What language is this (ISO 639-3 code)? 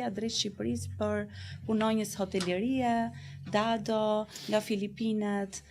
sqi